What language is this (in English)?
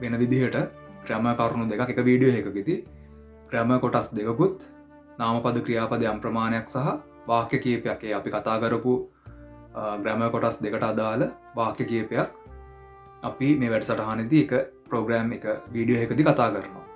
Sinhala